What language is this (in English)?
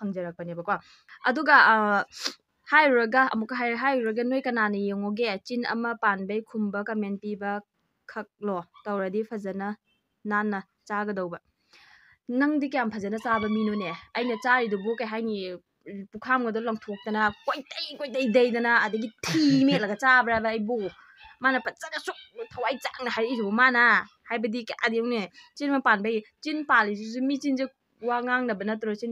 Manipuri